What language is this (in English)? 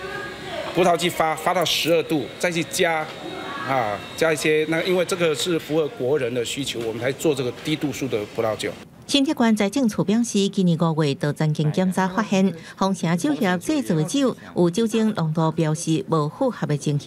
Chinese